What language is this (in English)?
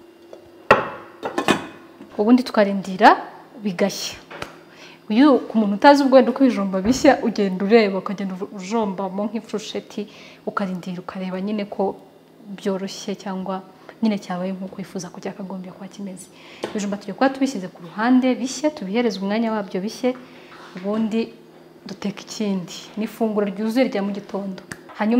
Kinyarwanda